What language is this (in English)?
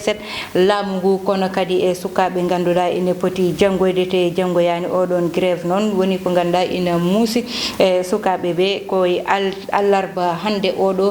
Fula